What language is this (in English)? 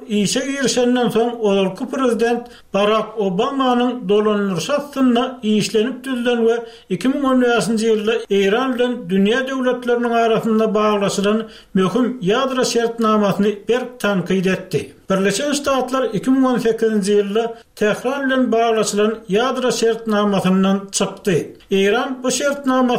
Turkmen